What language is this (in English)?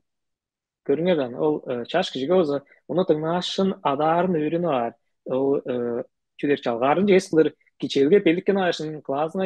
Tuvinian